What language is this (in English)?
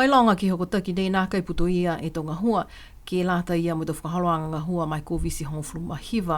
Niuean